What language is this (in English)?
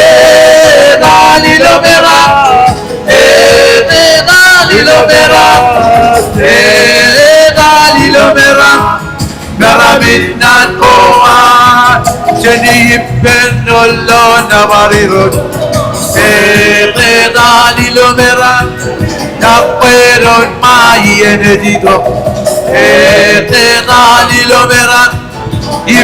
Marshallese